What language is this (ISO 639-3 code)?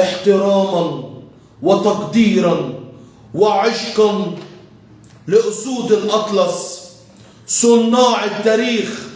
arz